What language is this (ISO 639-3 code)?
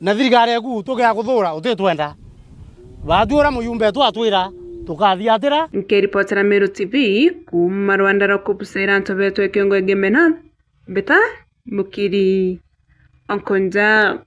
mer